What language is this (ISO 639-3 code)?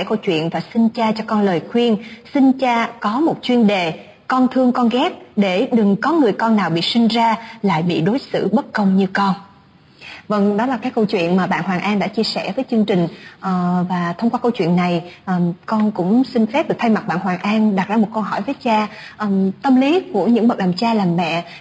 vie